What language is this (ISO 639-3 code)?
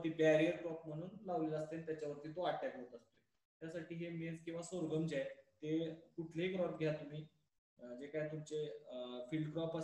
mar